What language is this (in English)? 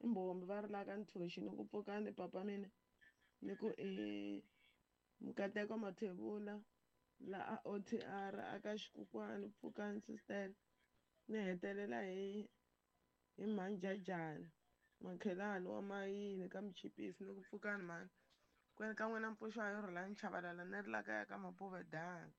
Tsonga